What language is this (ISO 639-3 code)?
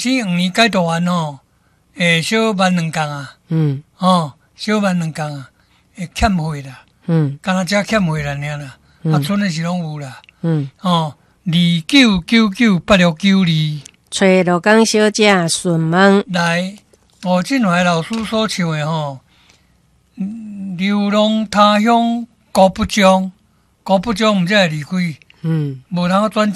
nan